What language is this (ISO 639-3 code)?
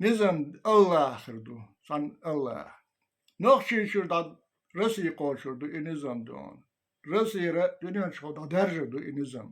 che